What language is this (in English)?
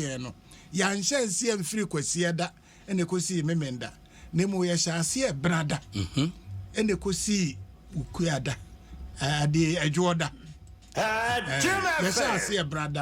Akan